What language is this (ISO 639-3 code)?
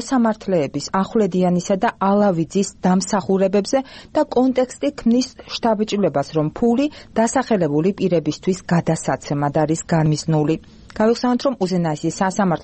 kat